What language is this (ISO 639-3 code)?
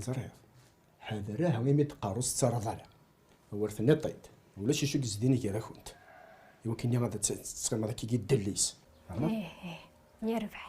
kab